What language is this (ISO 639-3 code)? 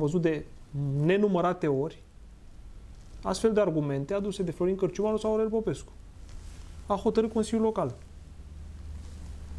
ron